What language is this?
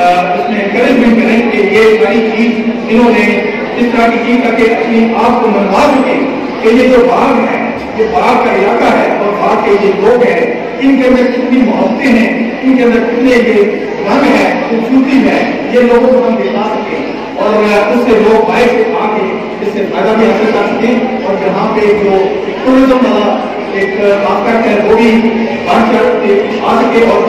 Urdu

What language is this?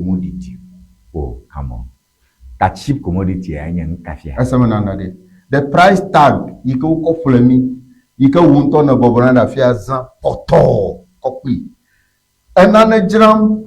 Ewe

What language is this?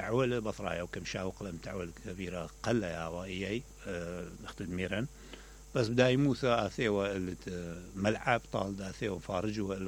Mesopotamian Arabic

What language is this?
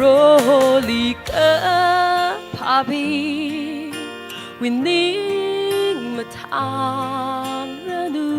Tangkhul Naga (India)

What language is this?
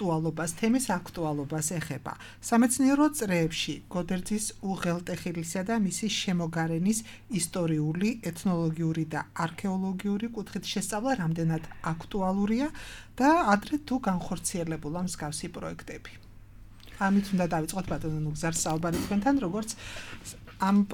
Georgian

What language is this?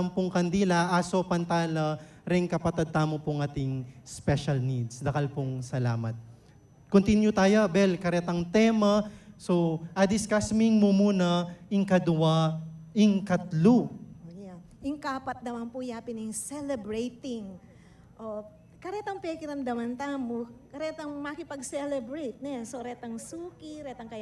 Pampanga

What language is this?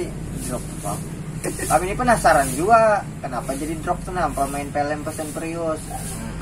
Banjar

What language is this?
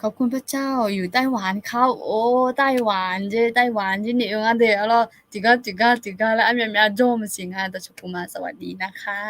Akha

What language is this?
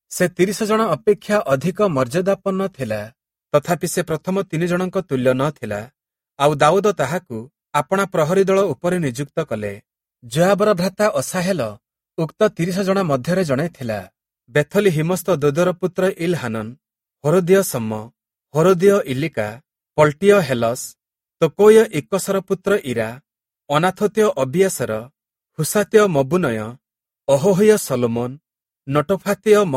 Odia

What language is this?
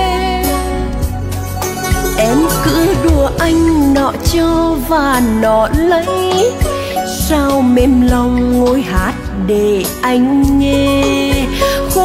Vietnamese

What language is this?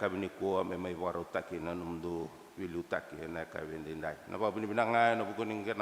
Fijian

